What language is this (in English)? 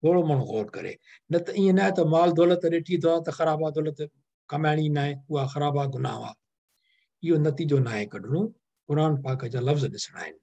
Sindhi